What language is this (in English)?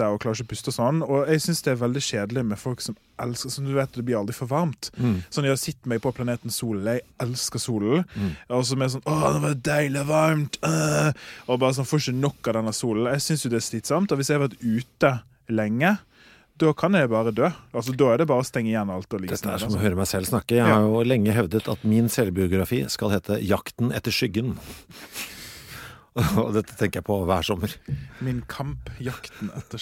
Norwegian